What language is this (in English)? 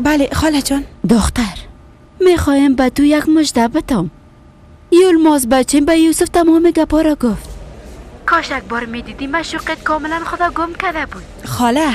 Persian